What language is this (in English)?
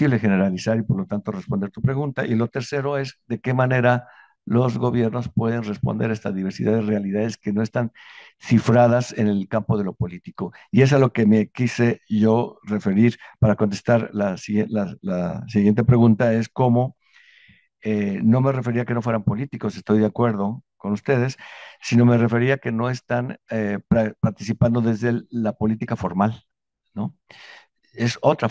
Spanish